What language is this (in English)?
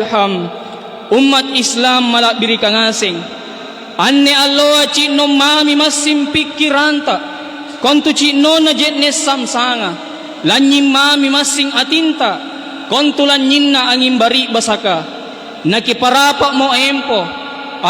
Makasar